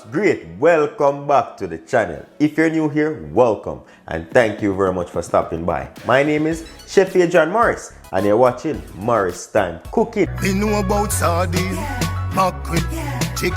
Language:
Jamaican Creole English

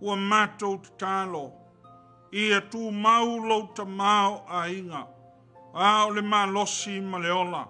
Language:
Samoan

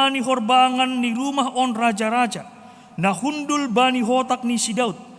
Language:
Batak Simalungun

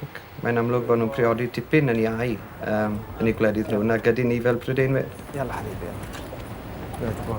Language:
Welsh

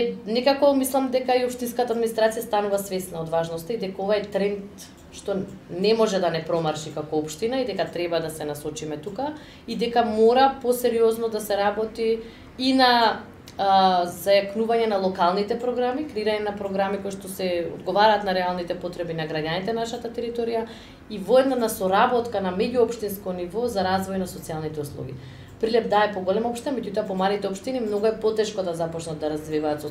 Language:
Macedonian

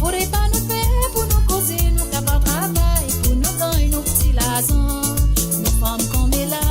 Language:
Morisyen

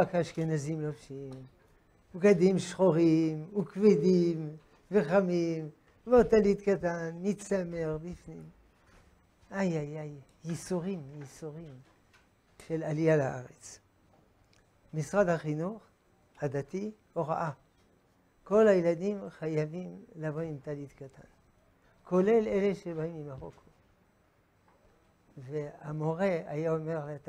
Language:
Hebrew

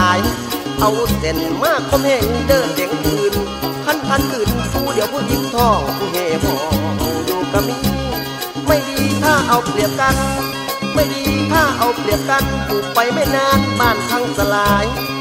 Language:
Thai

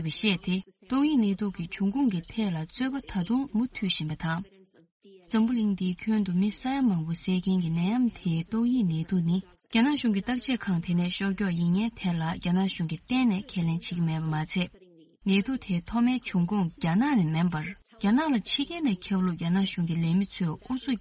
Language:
Tibetan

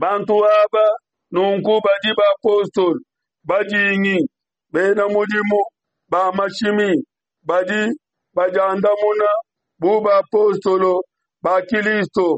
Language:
Luba-Lulua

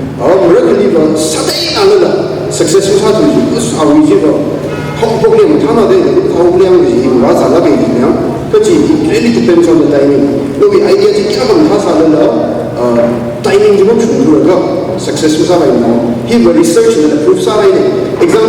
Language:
Tangkhul Naga (India)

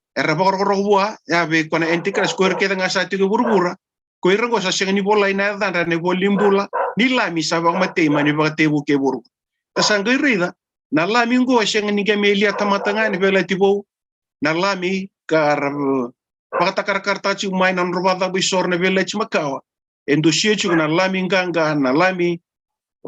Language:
Fijian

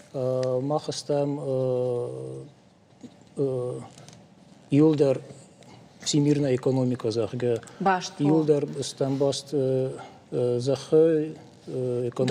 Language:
Ossetic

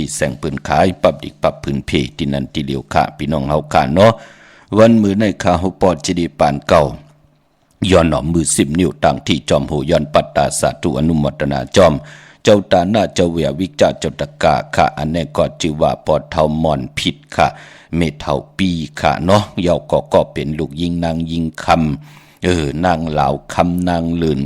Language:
Shan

